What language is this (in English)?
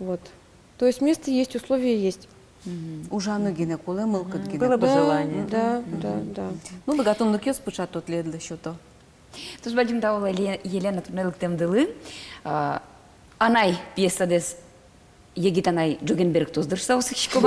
Udmurt